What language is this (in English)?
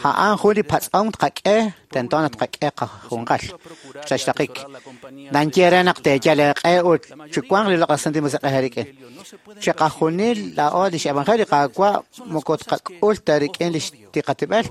Kekchí